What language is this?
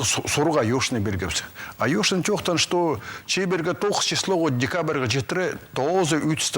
Khakas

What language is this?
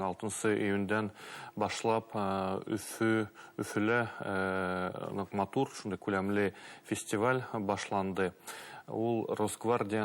Bashkir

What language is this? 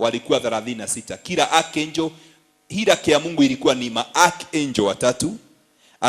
Swahili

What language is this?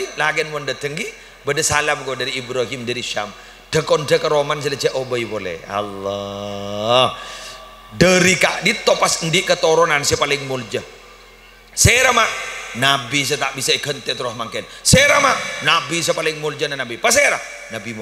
Madurese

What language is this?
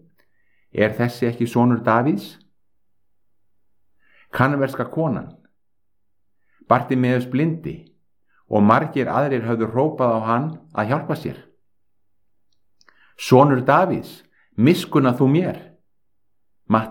Icelandic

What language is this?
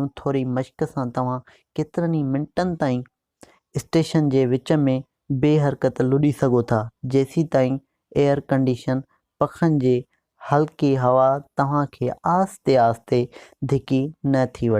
Sindhi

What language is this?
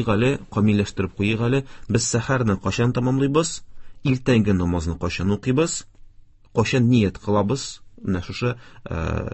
Tatar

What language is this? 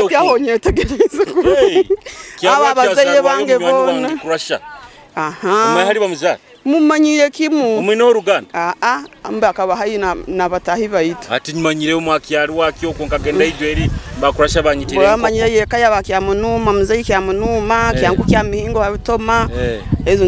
Nyoro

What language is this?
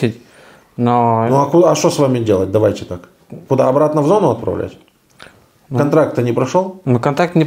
Russian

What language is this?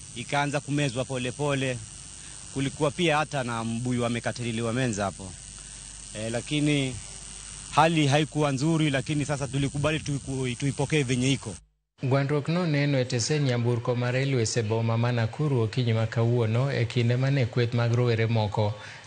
Luo (Kenya and Tanzania)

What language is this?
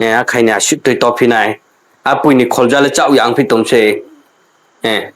Riang (India)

